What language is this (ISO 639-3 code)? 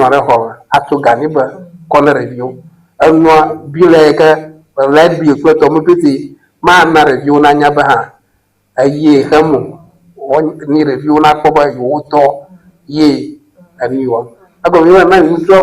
ewe